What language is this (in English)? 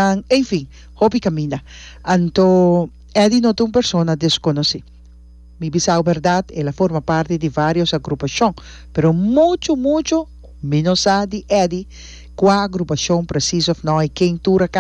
Papiamento